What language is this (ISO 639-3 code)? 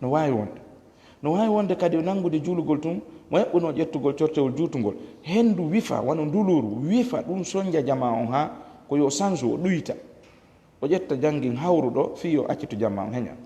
ful